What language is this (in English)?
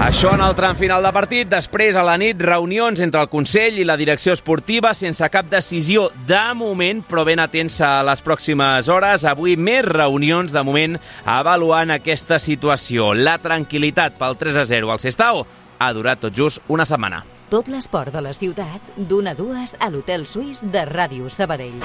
Catalan